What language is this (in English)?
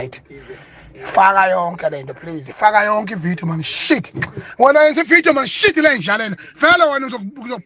Zulu